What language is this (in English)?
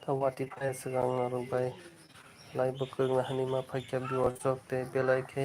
Kok Borok